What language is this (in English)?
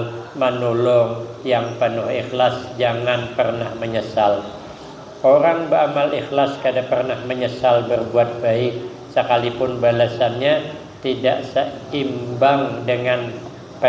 Banjar